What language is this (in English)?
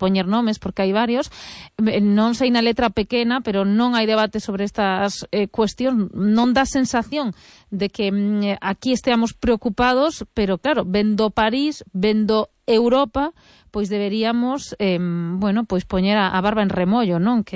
Galician